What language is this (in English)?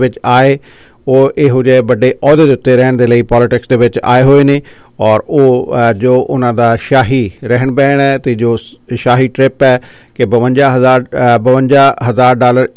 Punjabi